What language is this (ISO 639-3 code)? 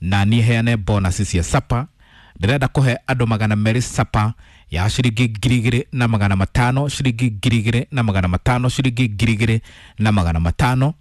kik